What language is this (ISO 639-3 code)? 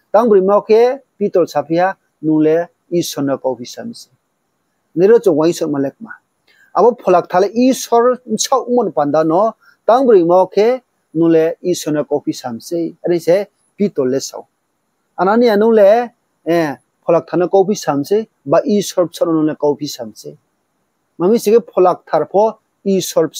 ria